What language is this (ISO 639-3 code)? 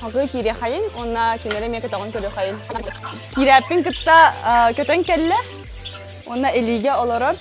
sah